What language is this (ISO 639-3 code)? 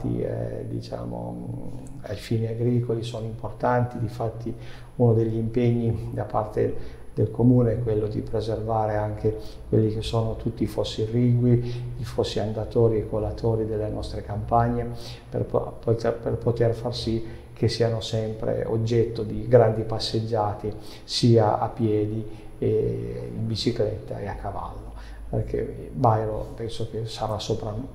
ita